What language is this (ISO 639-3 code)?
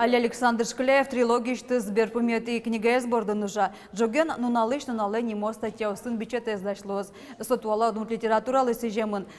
udm